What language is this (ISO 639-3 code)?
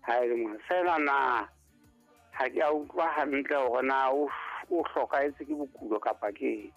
sot